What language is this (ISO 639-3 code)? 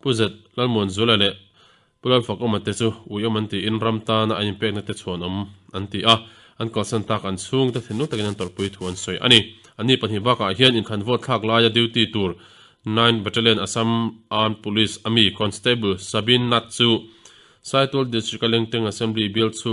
lus